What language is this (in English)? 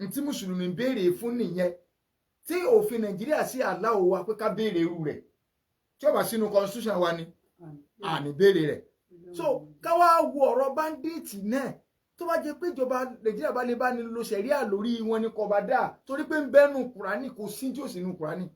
Yoruba